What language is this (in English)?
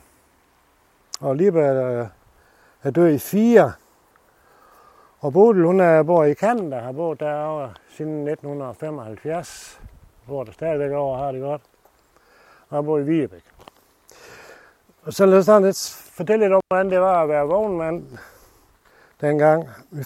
Danish